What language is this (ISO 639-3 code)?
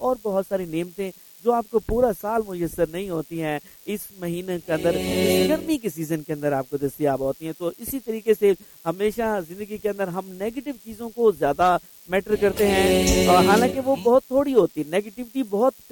urd